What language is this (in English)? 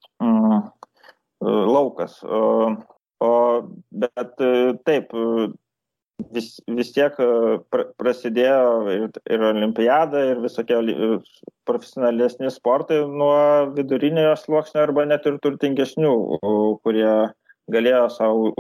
Lithuanian